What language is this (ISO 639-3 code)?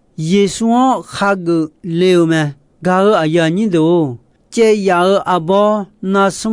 ahk